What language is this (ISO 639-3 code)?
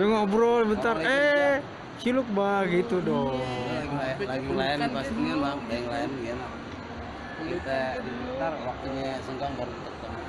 bew